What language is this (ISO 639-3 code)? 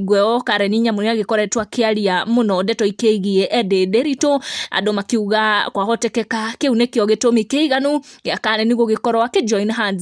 kik